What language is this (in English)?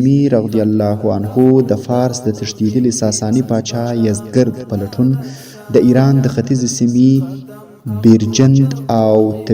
Pashto